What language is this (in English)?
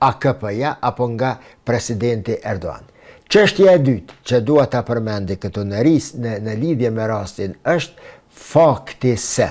Albanian